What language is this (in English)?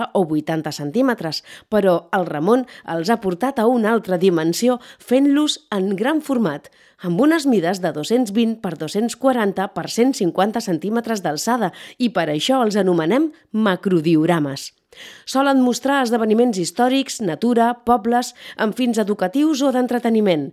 Catalan